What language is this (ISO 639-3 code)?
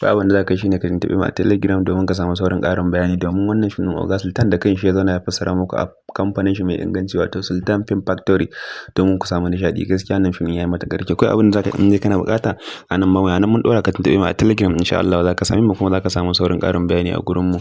hau